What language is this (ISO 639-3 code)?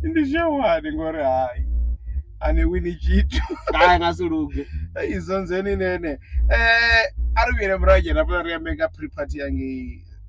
ven